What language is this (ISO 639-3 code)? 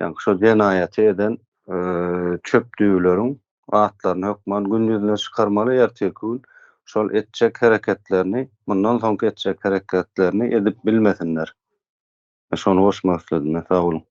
tuk